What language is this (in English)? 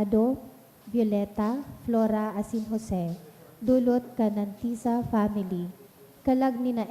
Bikol